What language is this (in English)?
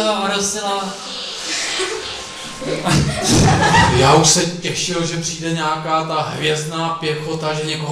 Czech